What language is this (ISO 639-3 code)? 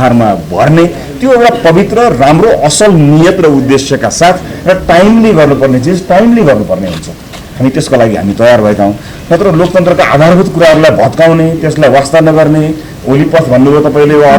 nep